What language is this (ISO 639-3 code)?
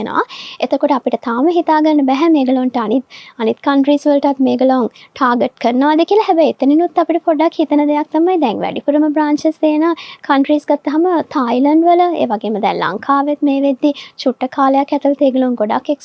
sin